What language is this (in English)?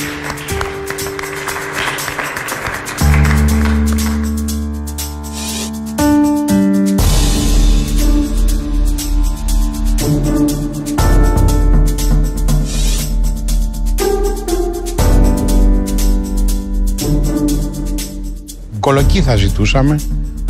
Greek